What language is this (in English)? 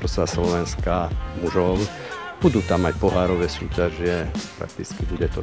Slovak